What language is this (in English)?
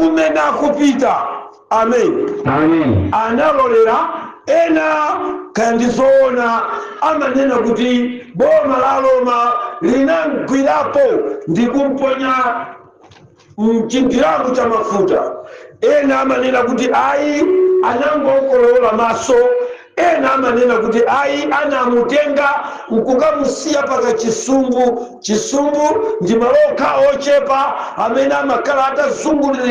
Nyanja